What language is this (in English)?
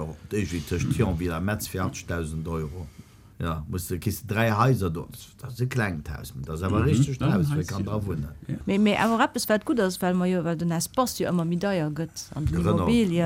Luxembourgish